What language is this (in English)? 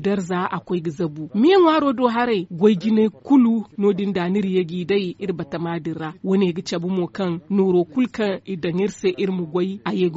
Zarma